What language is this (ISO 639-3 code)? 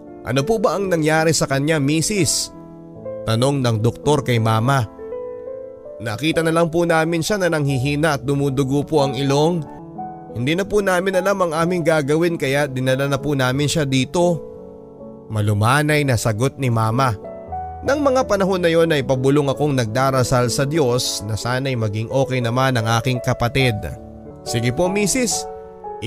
fil